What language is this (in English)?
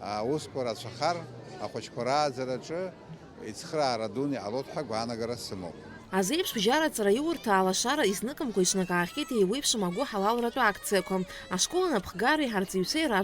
Abkhazian